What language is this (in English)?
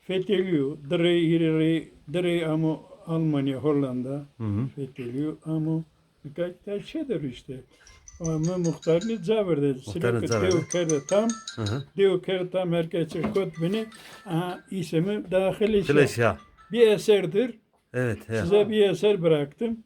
Zaza